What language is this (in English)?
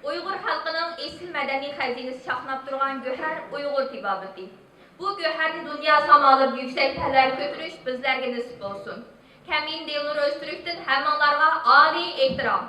Uyghur